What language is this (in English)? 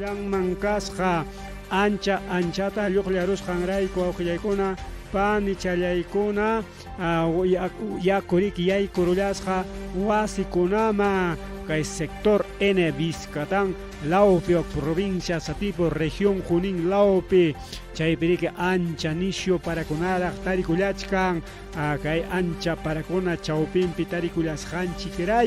Ayacucho Quechua